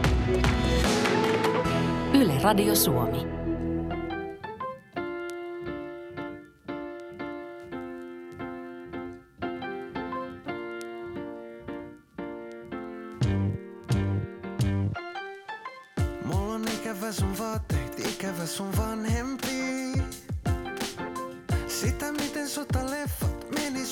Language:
Finnish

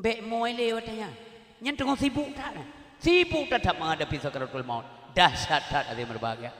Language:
Achinese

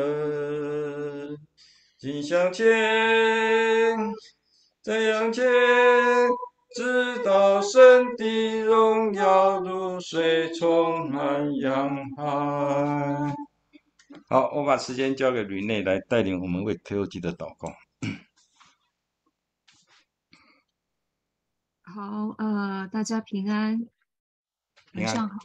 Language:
Chinese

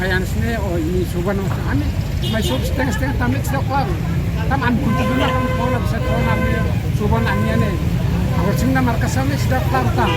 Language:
Tetum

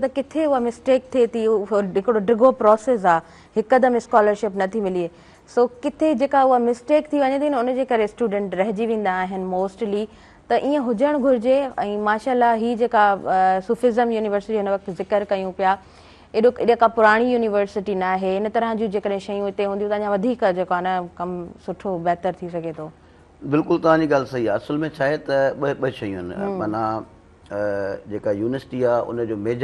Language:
Sindhi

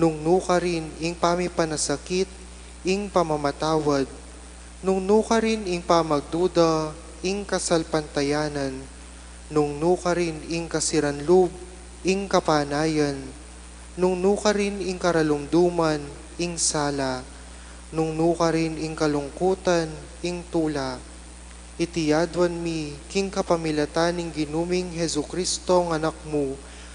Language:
Pampanga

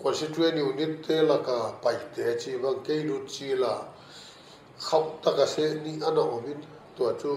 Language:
Paite Chin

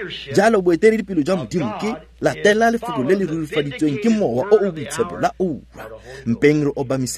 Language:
Tswana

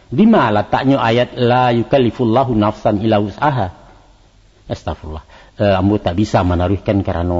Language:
Minangkabau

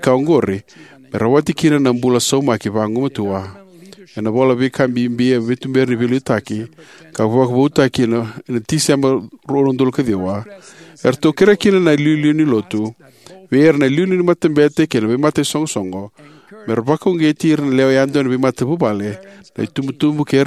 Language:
Fijian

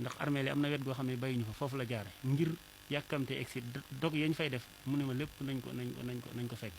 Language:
Wolof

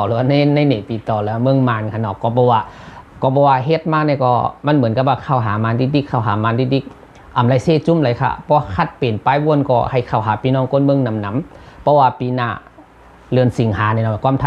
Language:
Shan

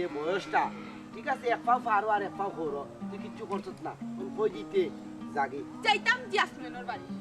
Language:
Sylheti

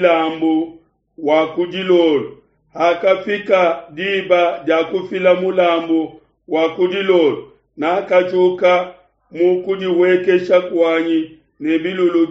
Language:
Luba-Lulua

